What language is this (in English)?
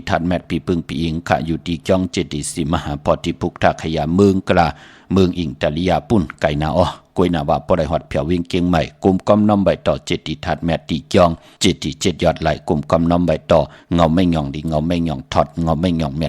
Shan